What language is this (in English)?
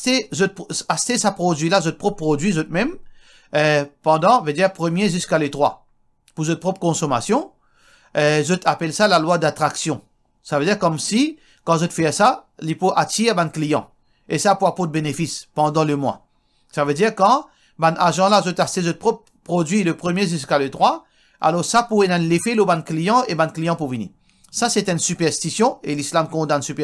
Morisyen